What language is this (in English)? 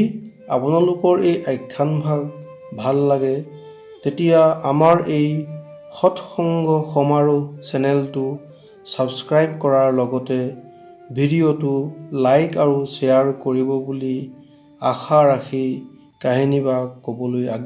Assamese